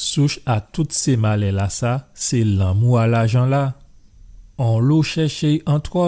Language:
Guadeloupean Creole French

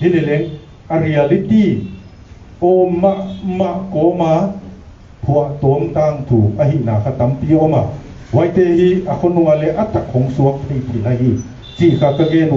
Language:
Paite Chin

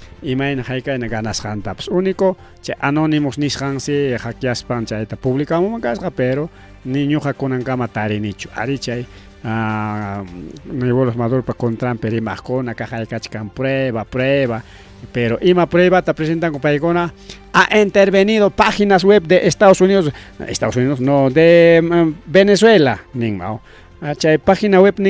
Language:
Ayacucho Quechua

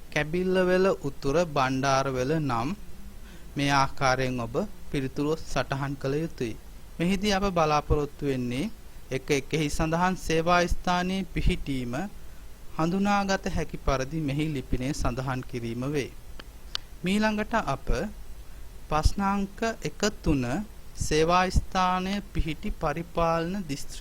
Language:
Sinhala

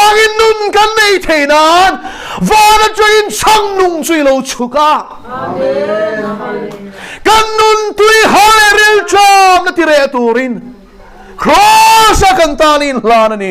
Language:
Mizo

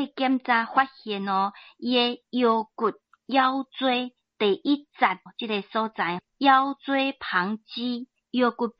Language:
Min Nan Chinese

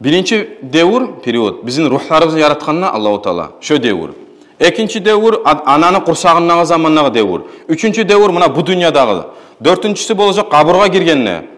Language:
Kumyk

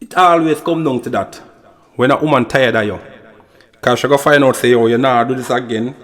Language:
Jamaican Creole English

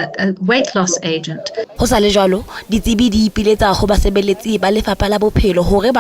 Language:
Southern Sotho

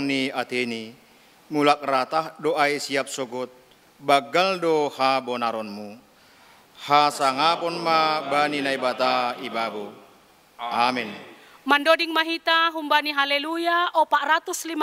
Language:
Batak Simalungun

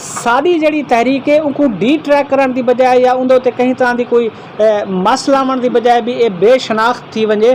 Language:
Saraiki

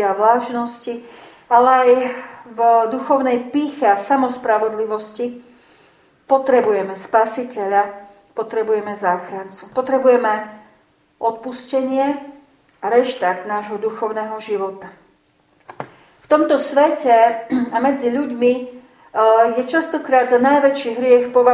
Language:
Slovak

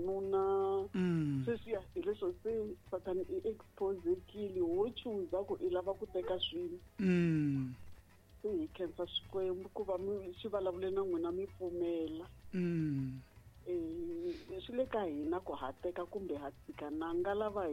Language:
Tsonga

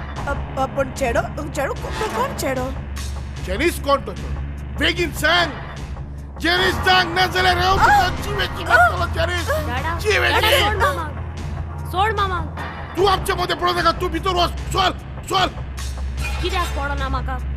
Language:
Konkani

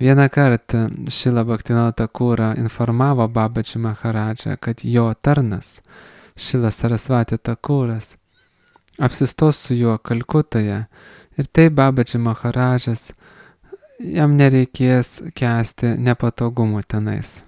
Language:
Lithuanian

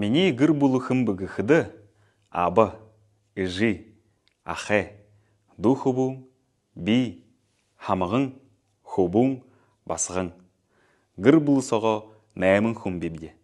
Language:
Buriat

